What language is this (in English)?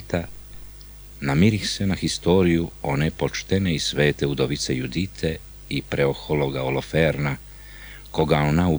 Bosnian